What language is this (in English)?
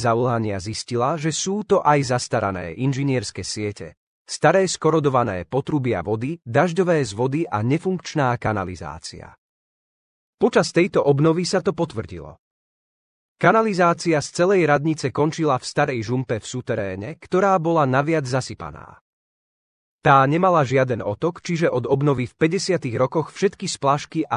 Slovak